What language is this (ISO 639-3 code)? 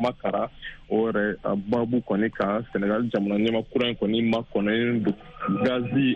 bam